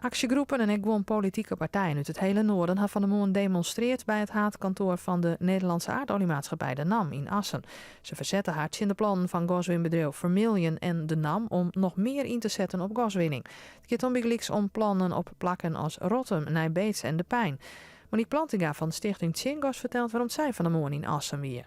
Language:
Western Frisian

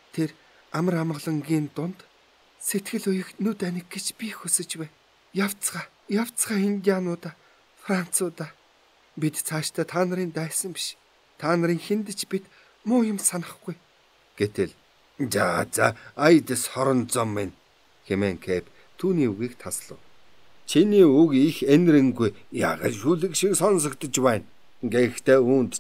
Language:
Mongolian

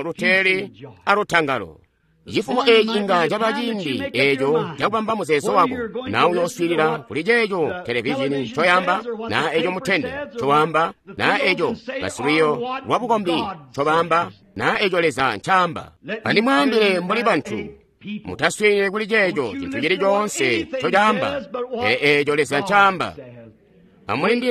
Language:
Tonga (Zambia)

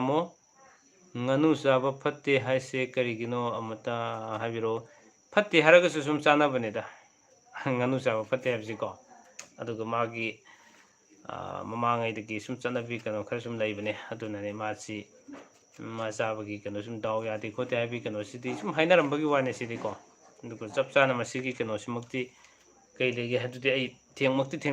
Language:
Manipuri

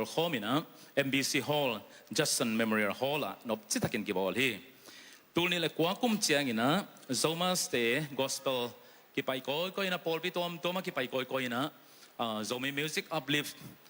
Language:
Tedim Chin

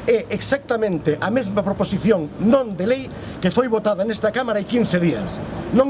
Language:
Galician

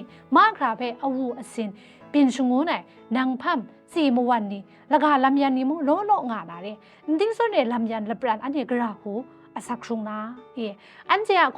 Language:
Kachin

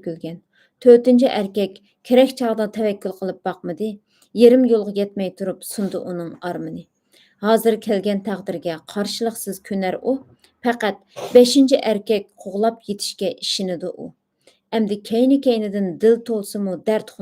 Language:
Uyghur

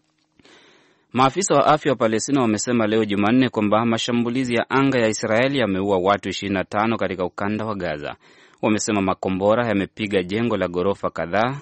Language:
Swahili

